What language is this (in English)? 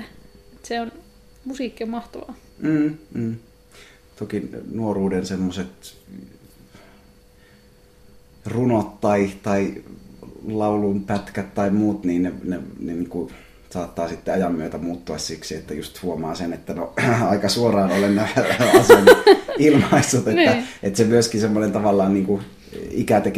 Finnish